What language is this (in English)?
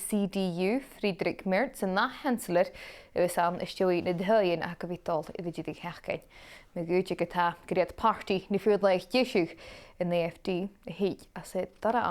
Scottish Gaelic